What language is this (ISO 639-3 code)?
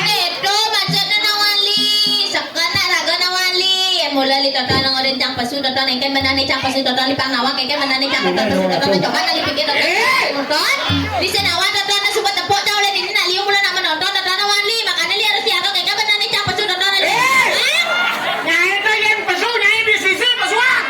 ban